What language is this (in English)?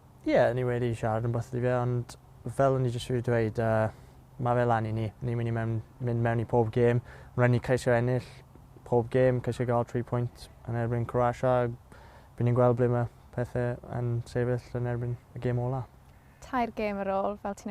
Welsh